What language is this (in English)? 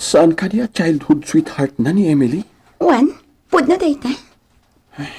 Iloko